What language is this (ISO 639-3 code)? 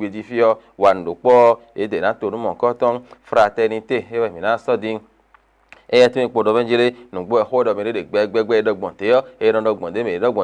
fon